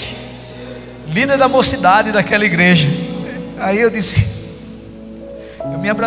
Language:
Portuguese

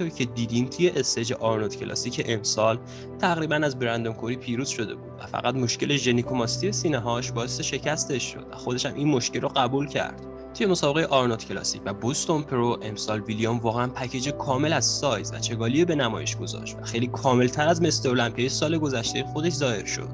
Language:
Persian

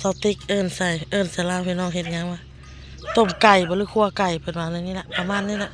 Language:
Northeastern Thai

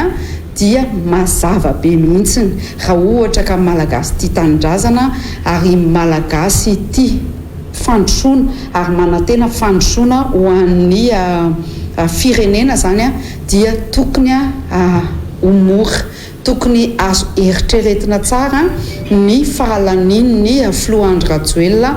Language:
Malagasy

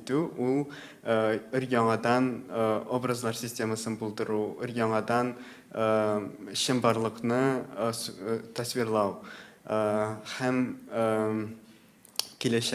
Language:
Tatar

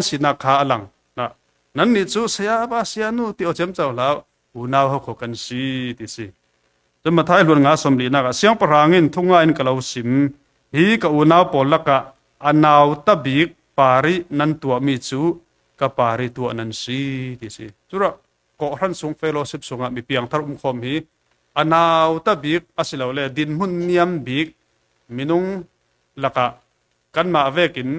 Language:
Falam Chin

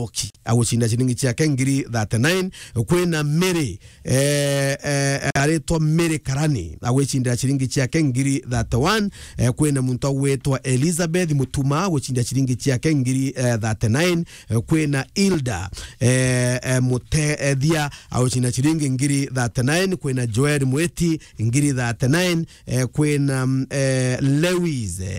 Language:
Meru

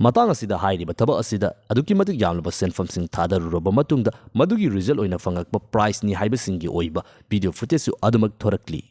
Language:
Manipuri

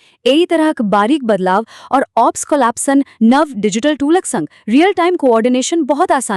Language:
Maithili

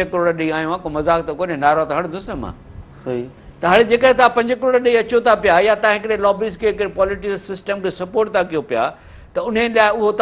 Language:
Sindhi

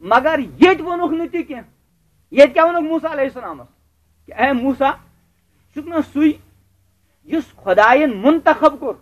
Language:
Kashmiri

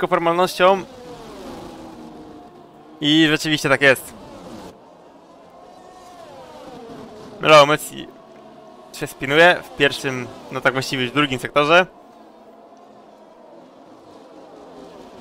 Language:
Polish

